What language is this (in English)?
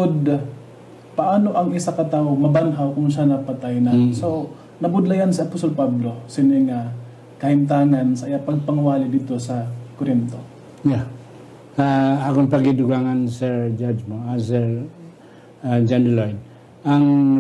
Hiligaynon